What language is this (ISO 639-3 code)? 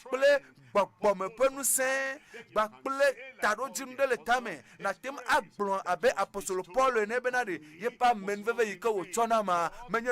ewe